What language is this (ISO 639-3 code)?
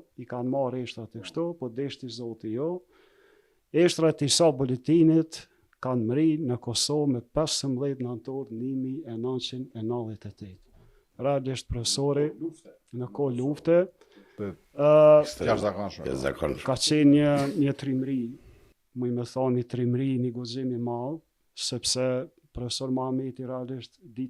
sqi